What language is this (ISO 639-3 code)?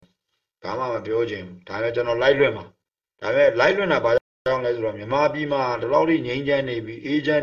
mya